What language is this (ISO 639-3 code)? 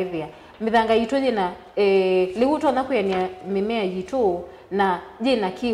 kam